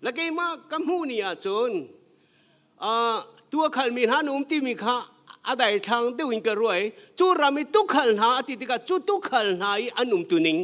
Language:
Hakha Chin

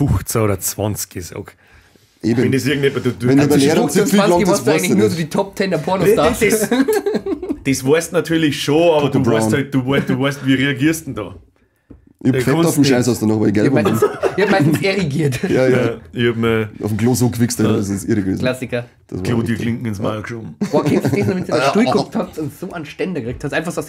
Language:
Bavarian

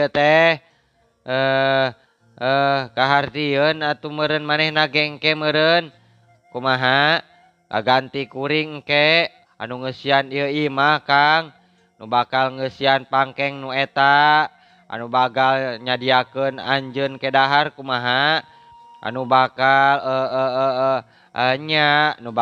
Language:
Sundanese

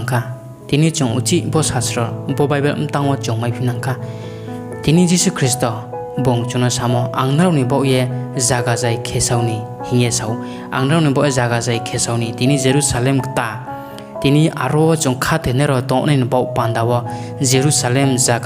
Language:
Riang (India)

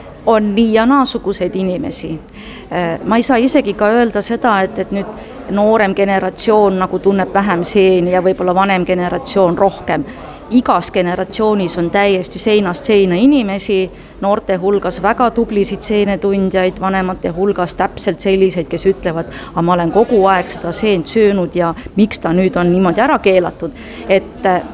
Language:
Estonian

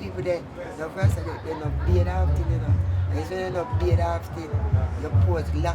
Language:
Jamaican Creole English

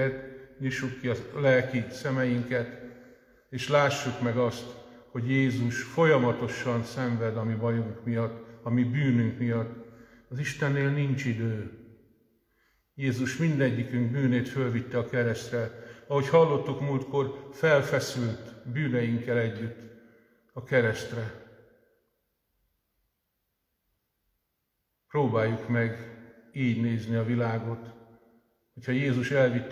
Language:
Hungarian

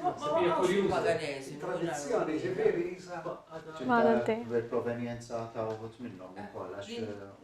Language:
Maltese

